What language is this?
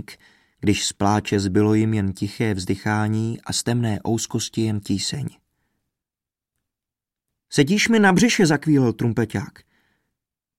Czech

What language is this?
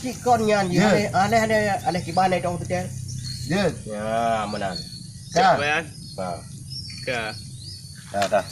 Achinese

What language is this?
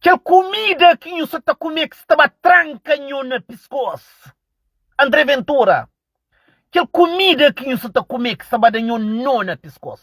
Kabuverdianu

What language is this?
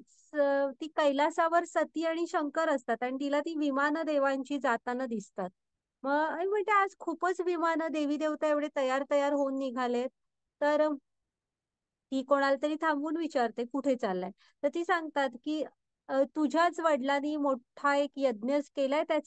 Marathi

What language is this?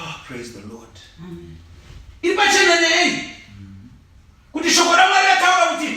Shona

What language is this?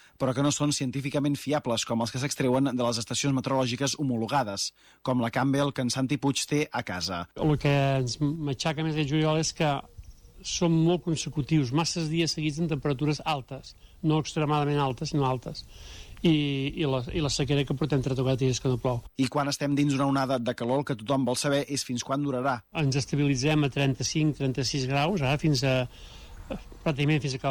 Catalan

